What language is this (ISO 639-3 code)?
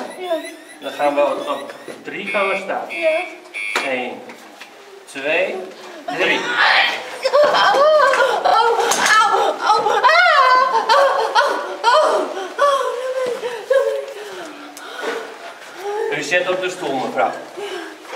nld